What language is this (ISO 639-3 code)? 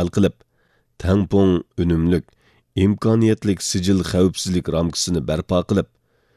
uig